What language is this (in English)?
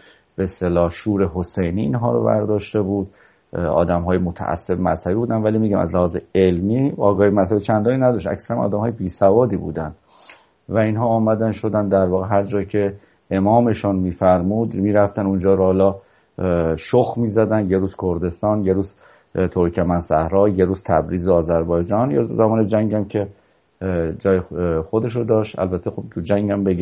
Persian